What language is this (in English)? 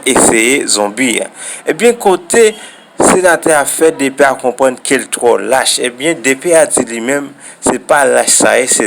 Haitian Creole